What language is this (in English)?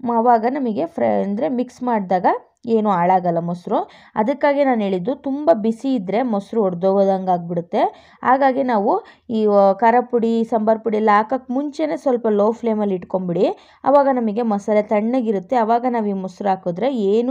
Kannada